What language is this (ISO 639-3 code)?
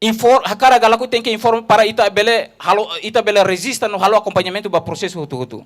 tet